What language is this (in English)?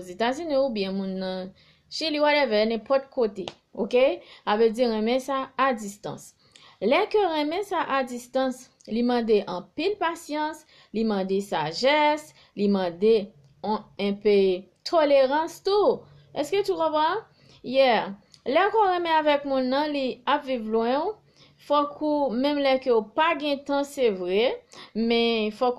Haitian Creole